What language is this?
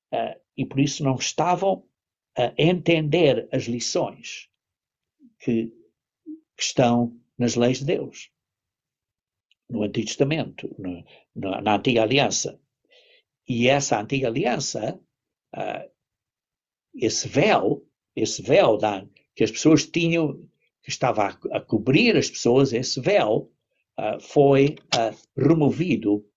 Portuguese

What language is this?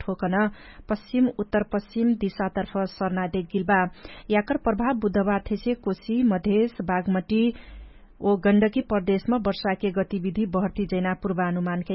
Dangaura Tharu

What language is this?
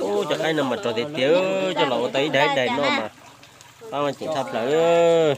Hmong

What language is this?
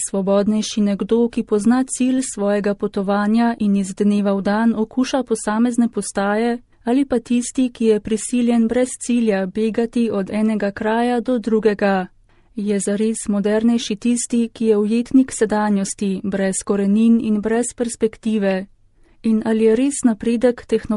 Slovenian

